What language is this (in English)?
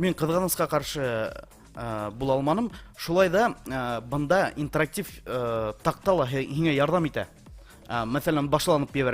Bashkir